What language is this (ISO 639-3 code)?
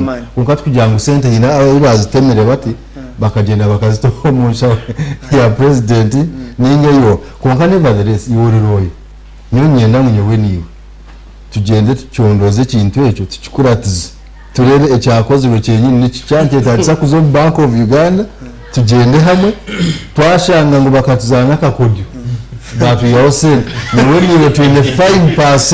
nyn